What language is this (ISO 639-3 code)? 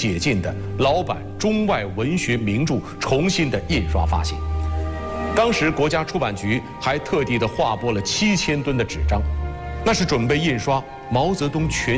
zho